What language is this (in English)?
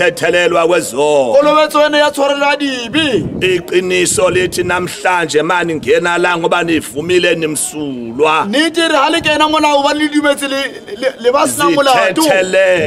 Zulu